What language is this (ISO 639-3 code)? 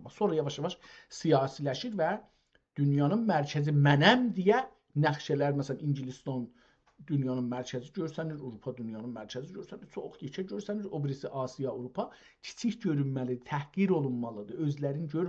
azb